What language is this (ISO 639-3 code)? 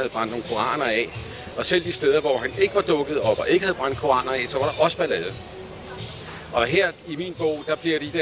dan